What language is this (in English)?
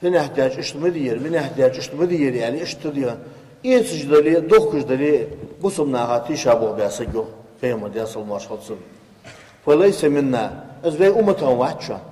Ingush